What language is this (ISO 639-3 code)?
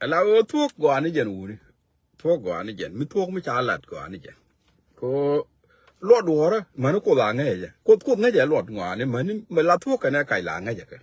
nus